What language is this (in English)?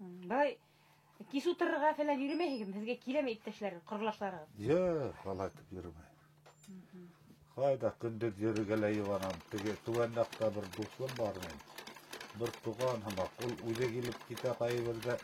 Bashkir